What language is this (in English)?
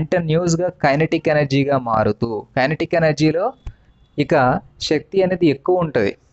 Telugu